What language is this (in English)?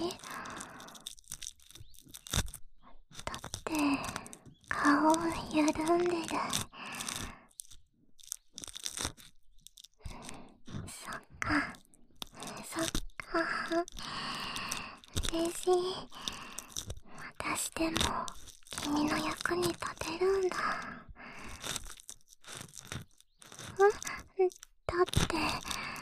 Japanese